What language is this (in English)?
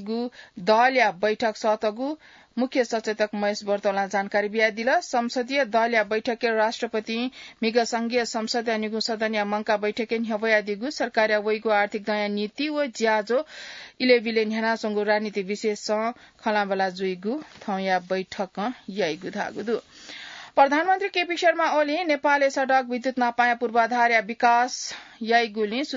Newari